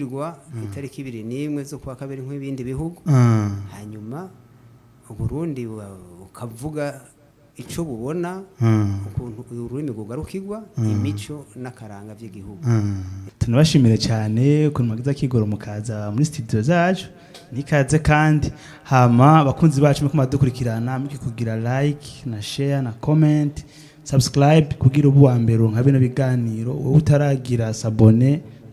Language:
Rundi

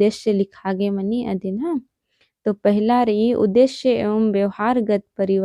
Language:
Kurukh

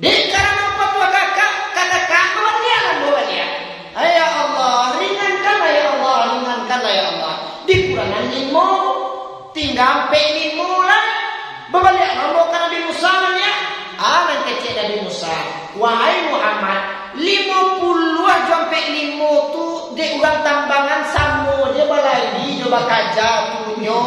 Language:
Minangkabau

